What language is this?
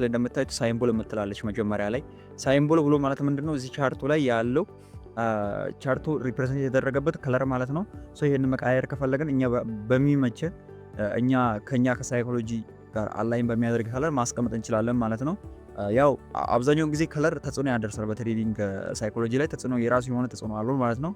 Amharic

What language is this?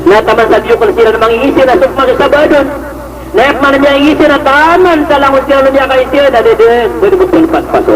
Maranao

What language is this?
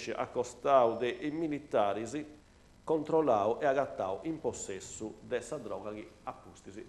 Sardinian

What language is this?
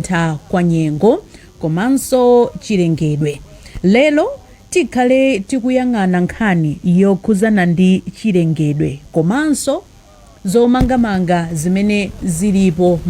Nyanja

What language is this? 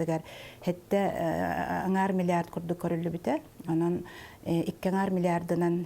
Yakut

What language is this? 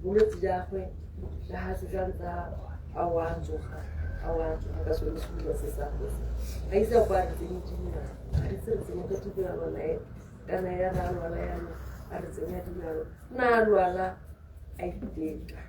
Tswana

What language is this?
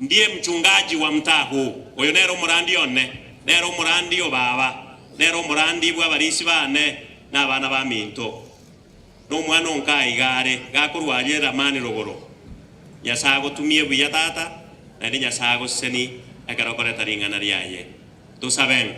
Gusii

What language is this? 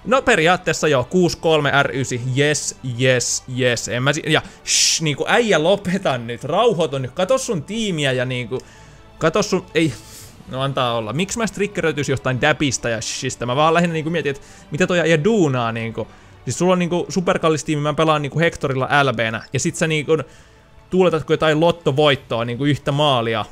Finnish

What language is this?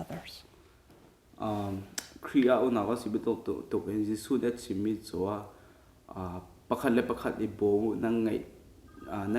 Hakha Chin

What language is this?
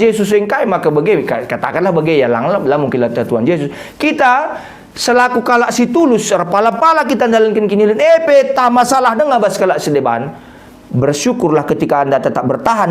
Batak Karo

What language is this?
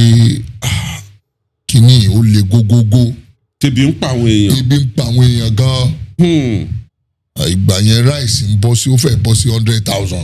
Yoruba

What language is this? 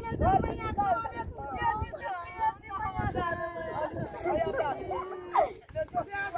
Maithili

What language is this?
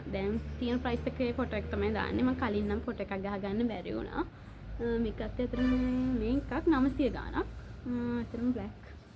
Sinhala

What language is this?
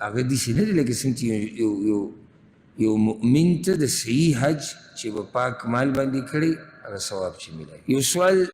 Pashto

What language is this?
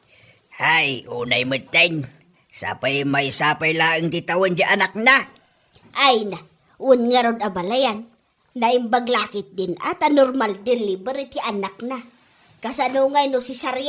Iloko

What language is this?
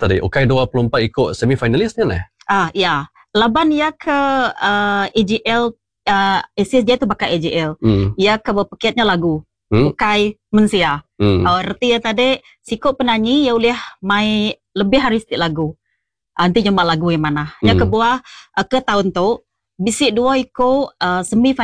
Iban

